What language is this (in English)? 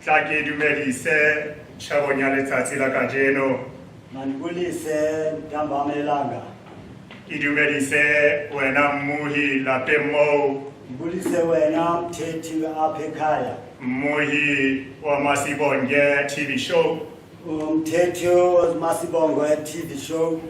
Southern Sotho